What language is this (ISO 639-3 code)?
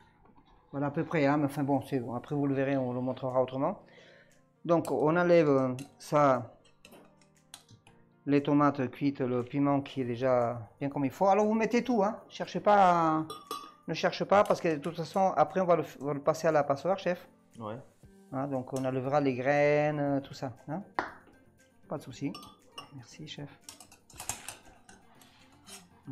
fra